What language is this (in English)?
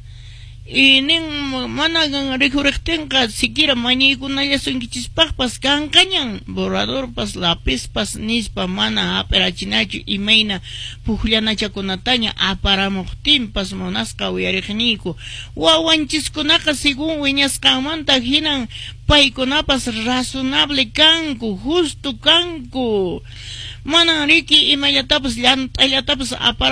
Quechua